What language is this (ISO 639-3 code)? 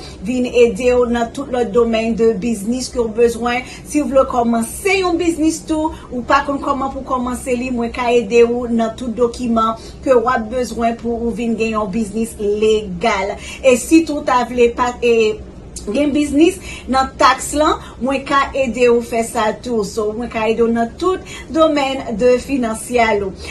hat